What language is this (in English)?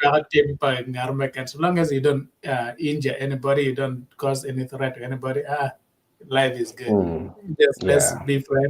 Acoli